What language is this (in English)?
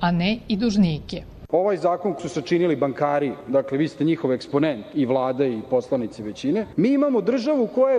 Serbian